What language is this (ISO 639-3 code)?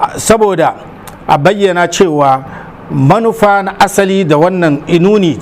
hau